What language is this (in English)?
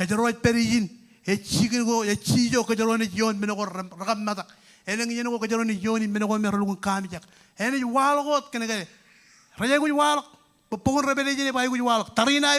Marshallese